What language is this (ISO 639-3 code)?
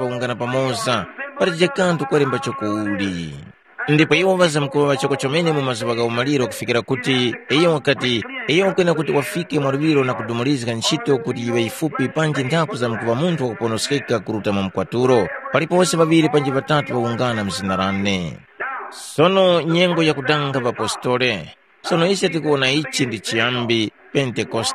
tum